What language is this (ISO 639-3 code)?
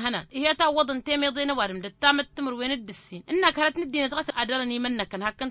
taq